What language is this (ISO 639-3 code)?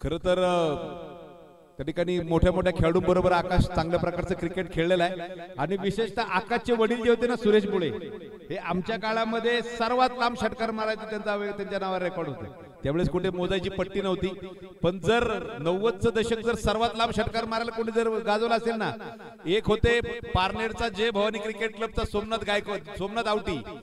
mar